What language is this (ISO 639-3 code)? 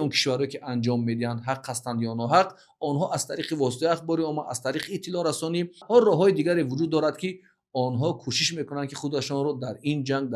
tgk